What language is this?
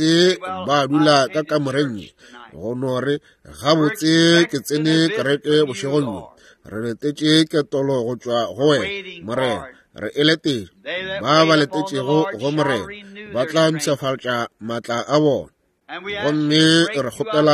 Northern Sotho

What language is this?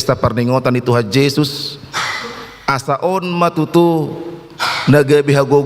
Batak Toba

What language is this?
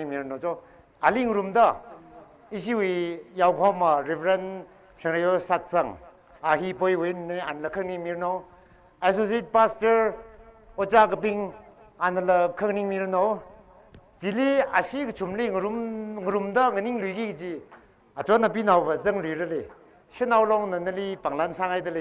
Tangkhul Naga (India)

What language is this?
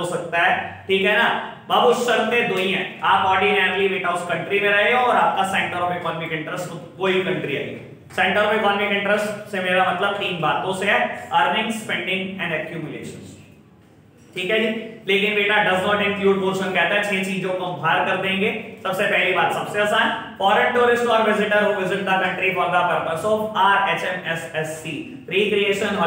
Hindi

